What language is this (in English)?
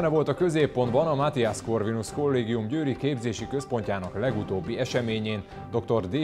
Hungarian